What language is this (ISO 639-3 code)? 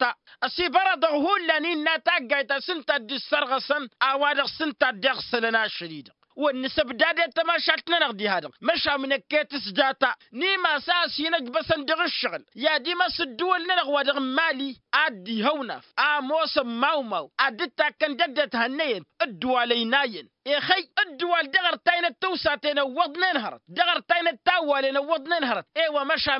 taq